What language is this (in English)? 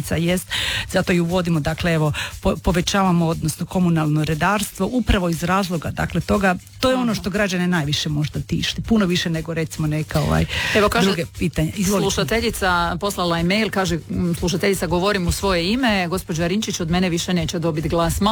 Croatian